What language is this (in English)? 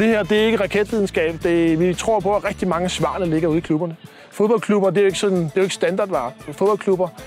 Danish